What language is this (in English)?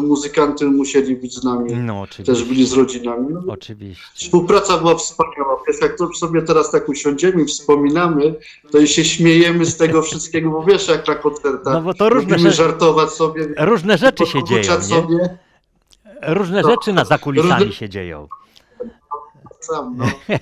Polish